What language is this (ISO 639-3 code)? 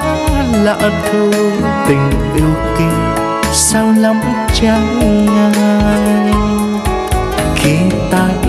vie